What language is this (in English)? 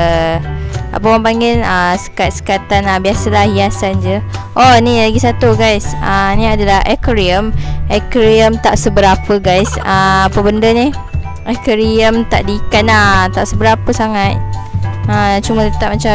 Malay